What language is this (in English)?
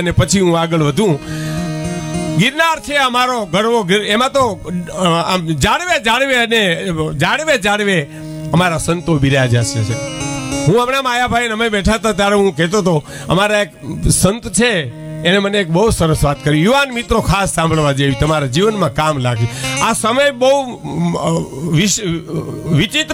Gujarati